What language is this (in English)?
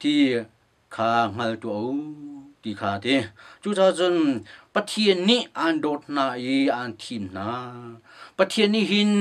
Hakha Chin